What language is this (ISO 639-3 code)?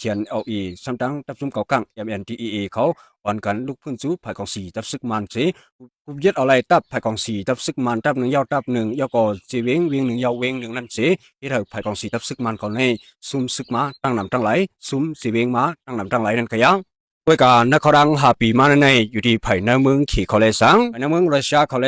shn